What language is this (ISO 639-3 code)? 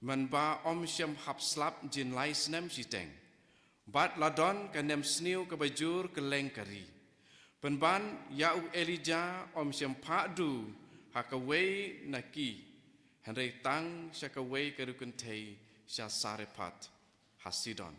kha